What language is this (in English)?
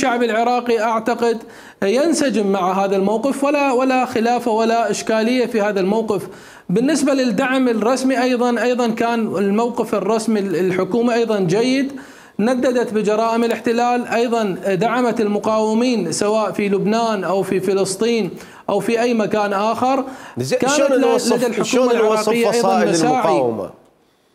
Mesopotamian Arabic